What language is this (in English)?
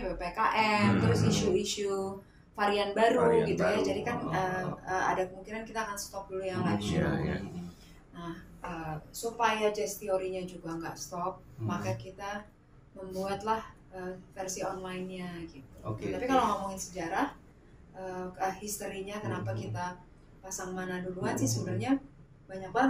Indonesian